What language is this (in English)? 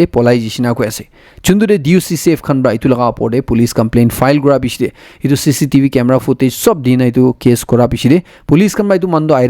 Naga Pidgin